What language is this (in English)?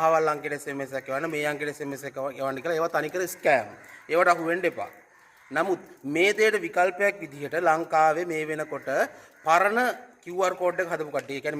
Sinhala